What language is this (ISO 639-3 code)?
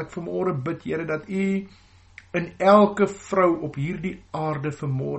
afr